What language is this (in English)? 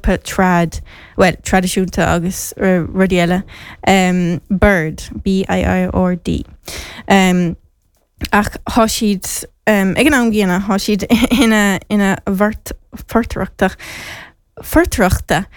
Irish